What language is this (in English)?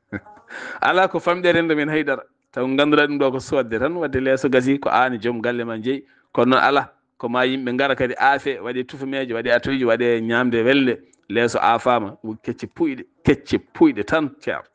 Fula